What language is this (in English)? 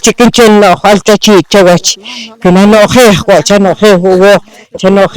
Poqomchi'